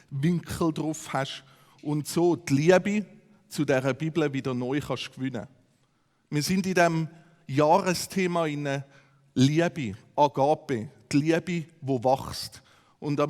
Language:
Swiss German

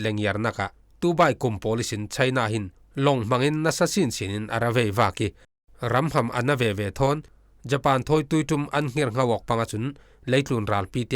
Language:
Falam Chin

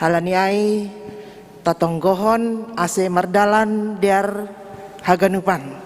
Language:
Batak Simalungun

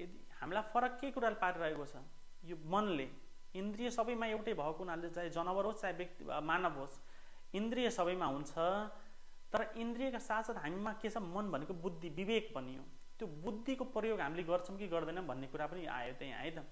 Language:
Nepali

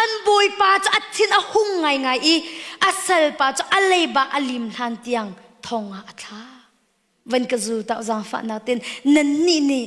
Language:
Hakha Chin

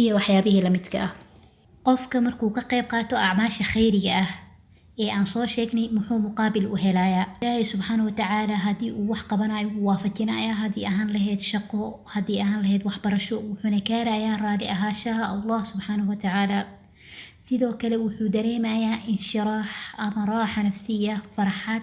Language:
Somali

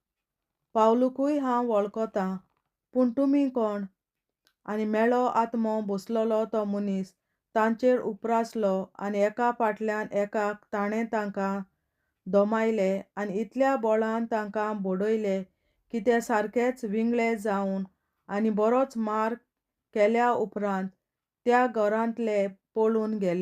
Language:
Konkani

